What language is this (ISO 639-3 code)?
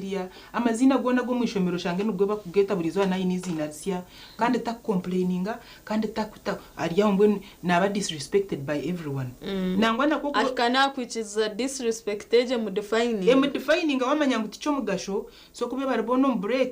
nyn